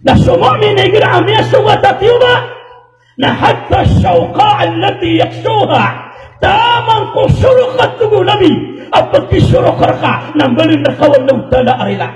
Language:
Maranao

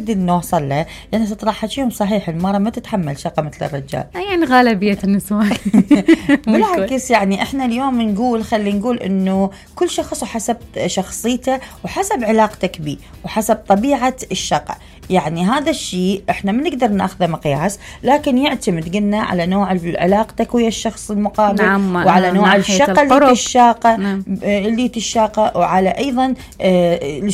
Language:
Mesopotamian Arabic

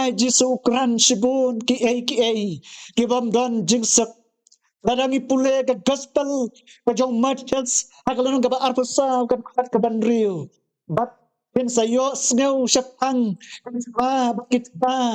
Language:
Khasi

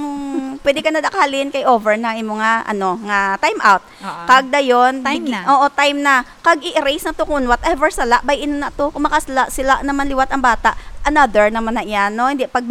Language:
Hiligaynon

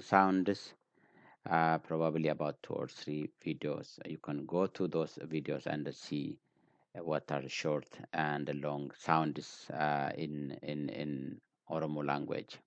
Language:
English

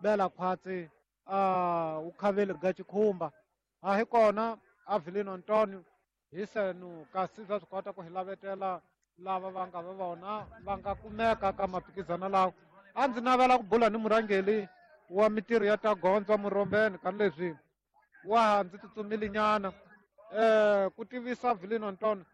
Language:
Tsonga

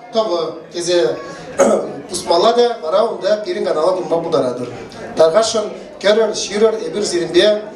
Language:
Chuvash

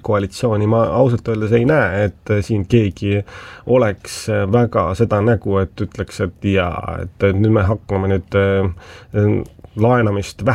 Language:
Estonian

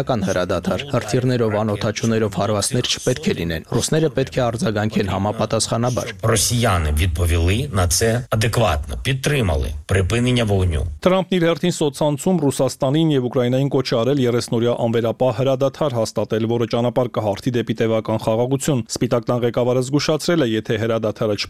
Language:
Armenian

